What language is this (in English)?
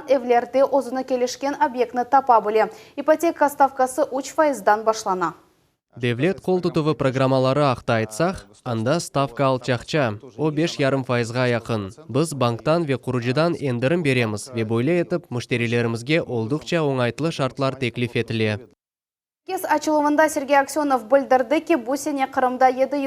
Crimean Tatar